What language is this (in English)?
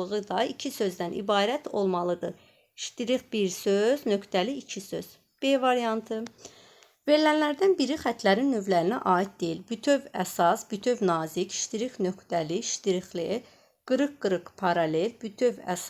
Azerbaijani